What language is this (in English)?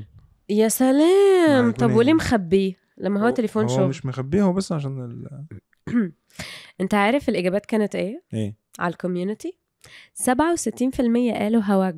Egyptian Arabic